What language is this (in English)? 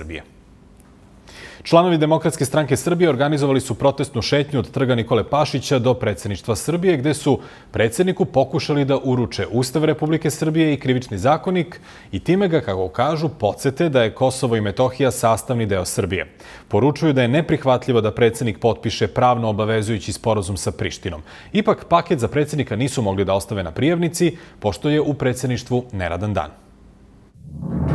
Serbian